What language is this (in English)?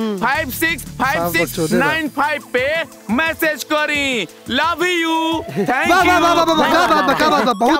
Bhojpuri